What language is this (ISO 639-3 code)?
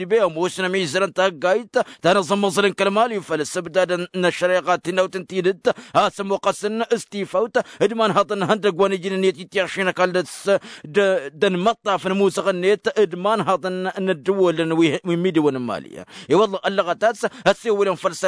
taq